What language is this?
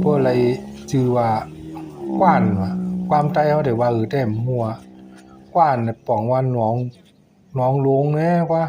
Shan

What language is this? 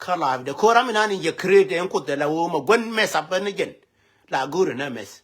Nuer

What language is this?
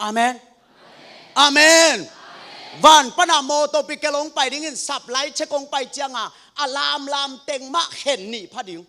Tedim Chin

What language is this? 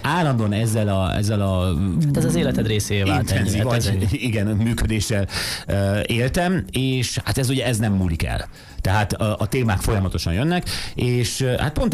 Hungarian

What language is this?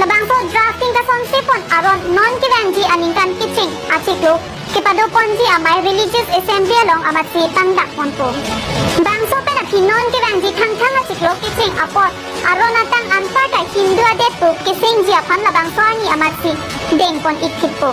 Karbi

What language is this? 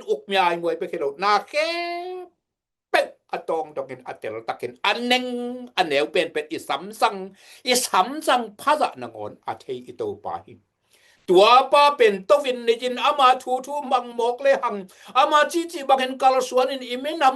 Tedim Chin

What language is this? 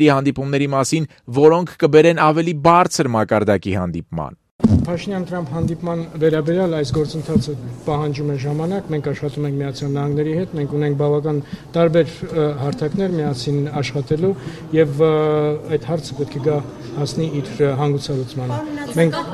Armenian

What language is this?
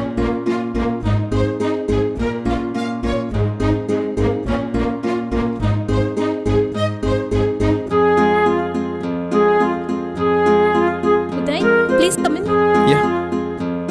Telugu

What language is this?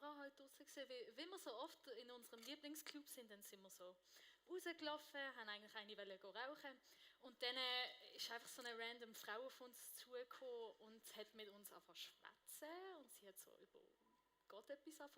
Swiss German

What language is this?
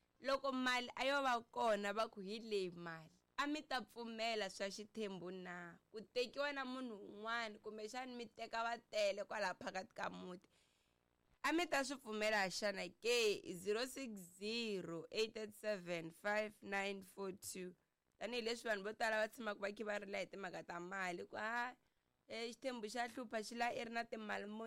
Tsonga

